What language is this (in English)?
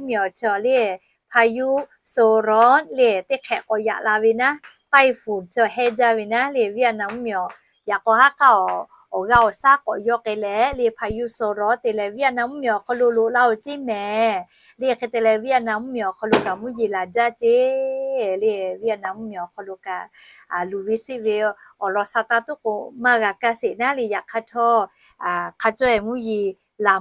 Lahu